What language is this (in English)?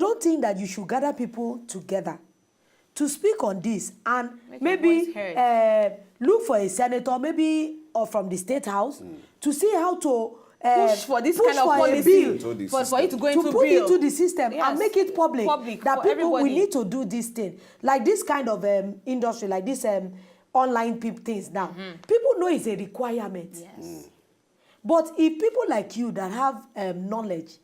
Nigerian Pidgin